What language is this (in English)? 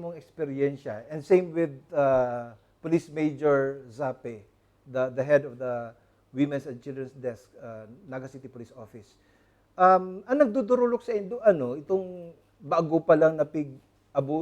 Bikol